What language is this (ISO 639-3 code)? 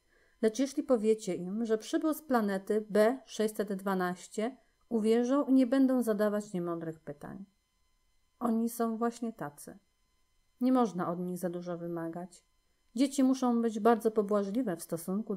pol